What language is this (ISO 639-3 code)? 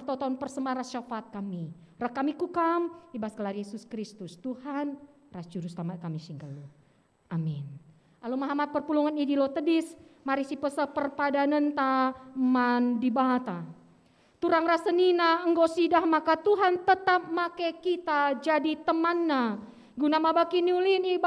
btx